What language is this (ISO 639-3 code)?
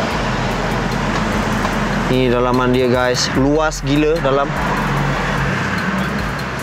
msa